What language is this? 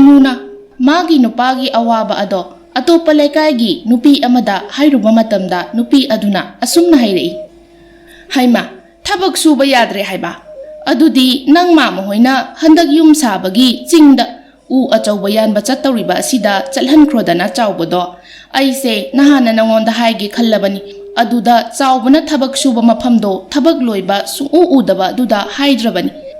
Manipuri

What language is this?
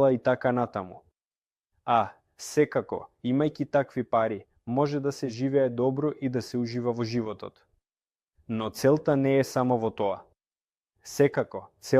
Macedonian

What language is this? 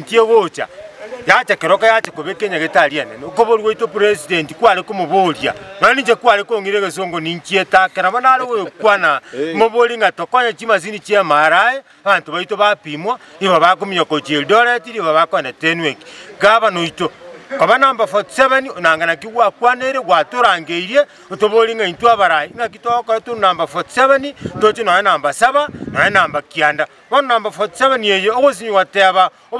Gusii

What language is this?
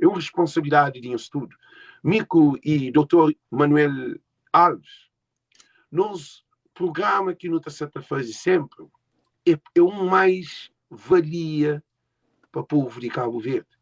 Kabuverdianu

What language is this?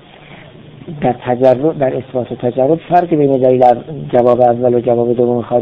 Persian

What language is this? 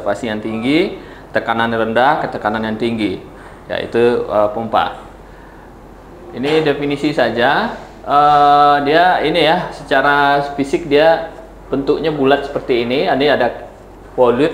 Indonesian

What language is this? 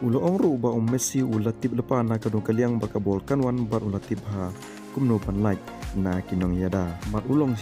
Khasi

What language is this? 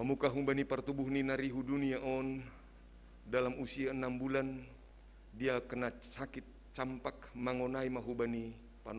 Batak Simalungun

